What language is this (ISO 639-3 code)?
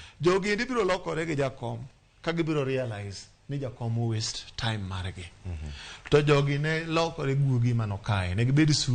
luo